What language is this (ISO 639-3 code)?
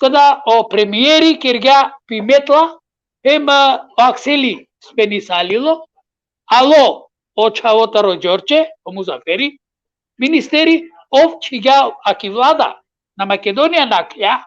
rmn